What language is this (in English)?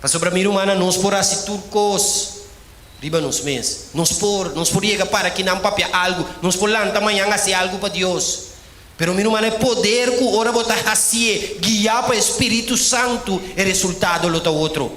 Papiamento